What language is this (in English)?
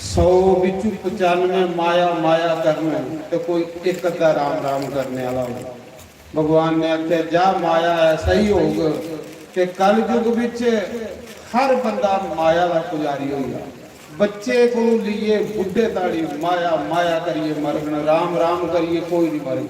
Dogri